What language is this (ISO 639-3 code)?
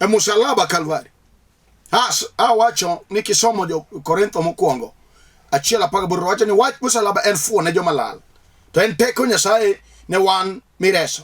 luo